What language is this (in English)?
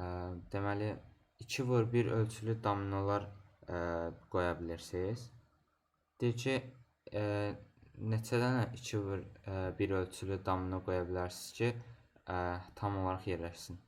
Azerbaijani